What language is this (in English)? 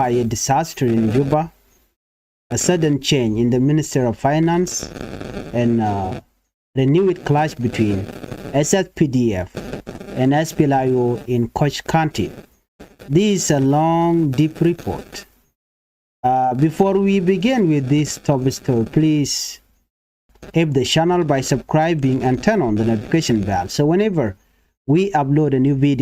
Nuer